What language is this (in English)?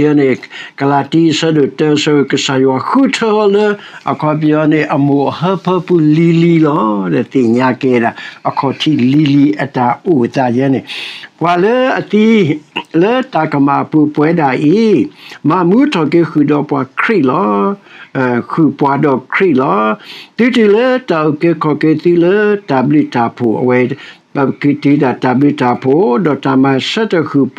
S'gaw Karen